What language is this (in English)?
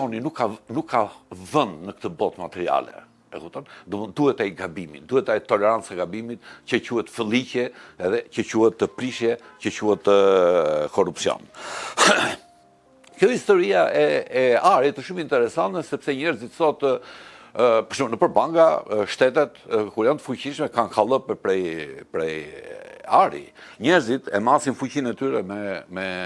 Albanian